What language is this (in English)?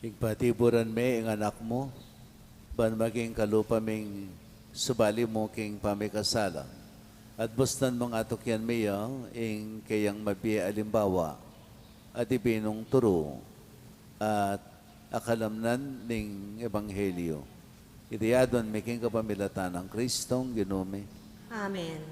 Pampanga